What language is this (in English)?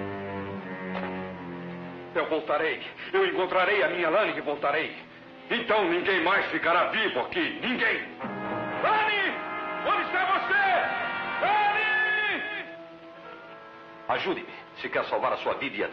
Portuguese